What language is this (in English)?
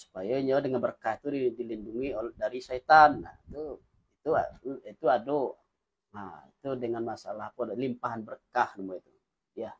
Minangkabau